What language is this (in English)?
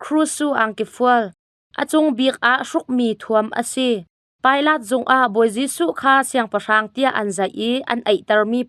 Hakha Chin